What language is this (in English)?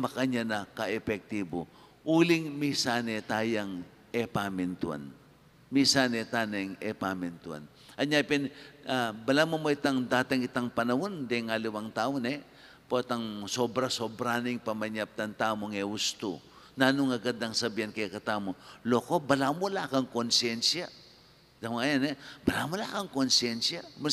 Pampanga